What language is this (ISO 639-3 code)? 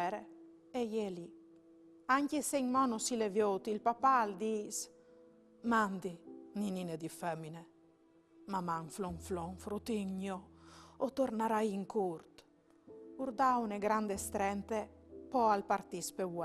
fur